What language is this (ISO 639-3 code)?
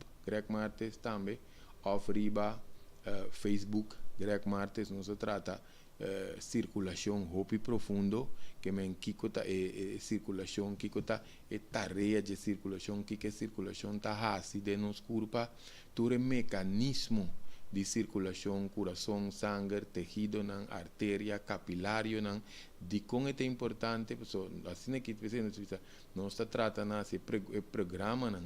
pap